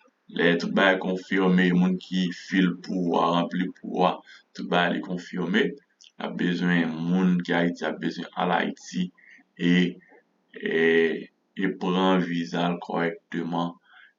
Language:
Haitian Creole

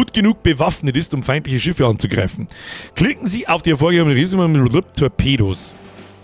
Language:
Bavarian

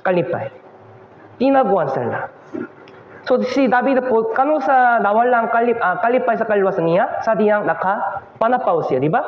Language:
Cebuano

